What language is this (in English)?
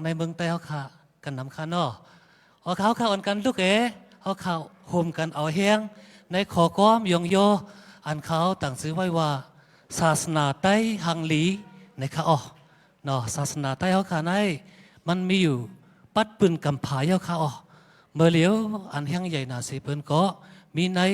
Shan